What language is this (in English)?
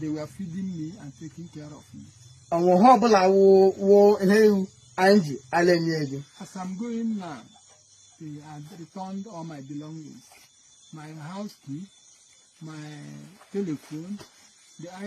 Igbo